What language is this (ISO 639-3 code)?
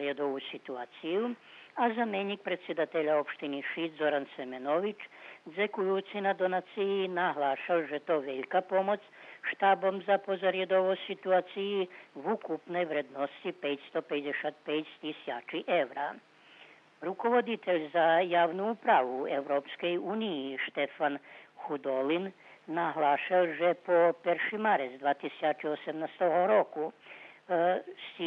rue